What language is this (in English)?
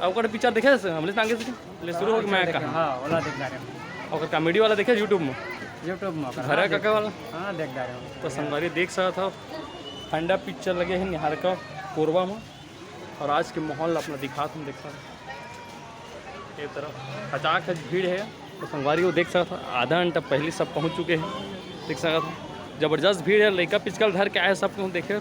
Chhattisgarhi